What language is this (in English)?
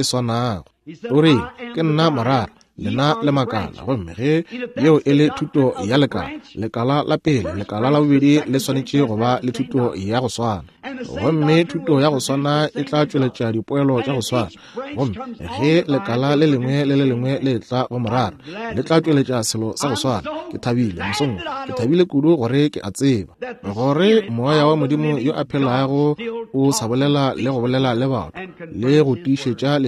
Northern Sotho